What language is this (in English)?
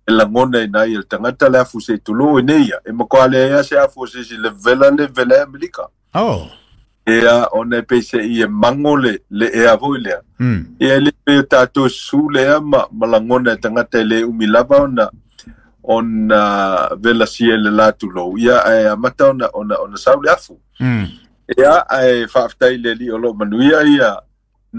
Samoan